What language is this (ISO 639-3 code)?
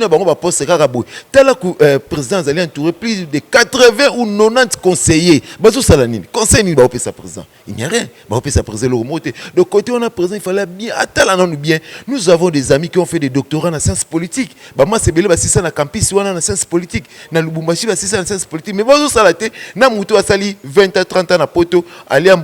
lin